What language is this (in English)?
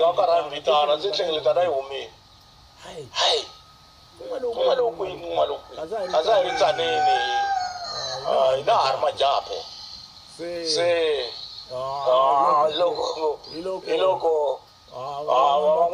Tsonga